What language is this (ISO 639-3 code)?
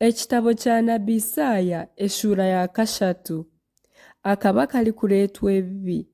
nyn